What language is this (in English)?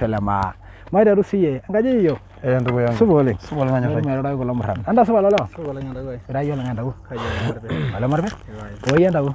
Masai